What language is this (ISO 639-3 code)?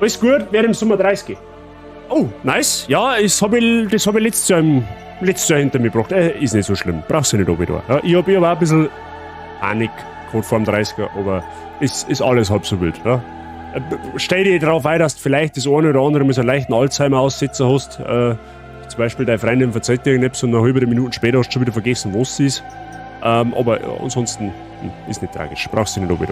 bar